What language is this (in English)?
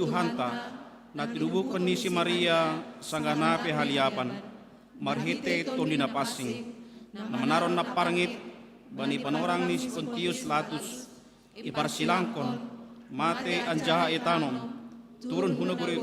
Batak Simalungun